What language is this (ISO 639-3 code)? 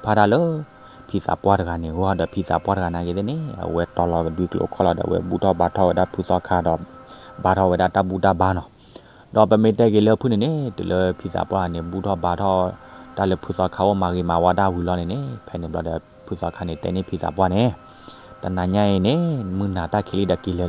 ksw